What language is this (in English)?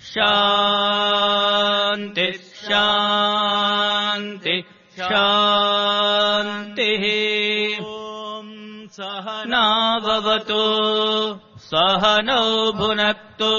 Sanskrit